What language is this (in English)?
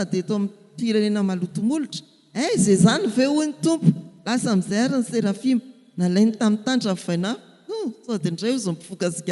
Malagasy